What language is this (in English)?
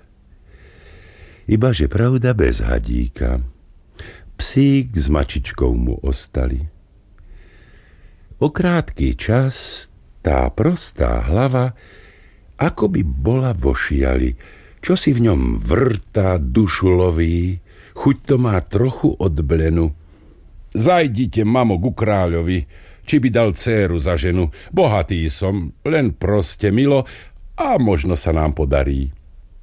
Slovak